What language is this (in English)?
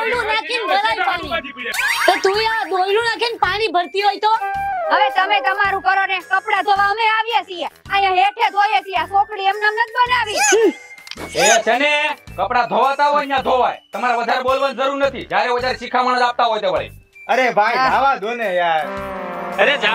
Gujarati